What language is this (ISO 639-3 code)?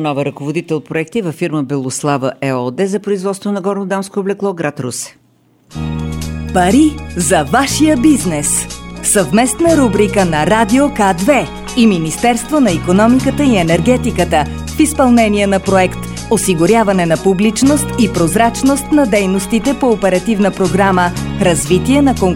bul